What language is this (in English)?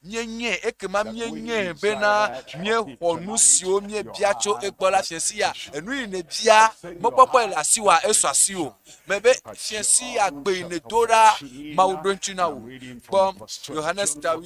Ewe